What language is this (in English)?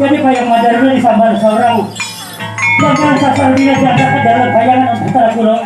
Banjar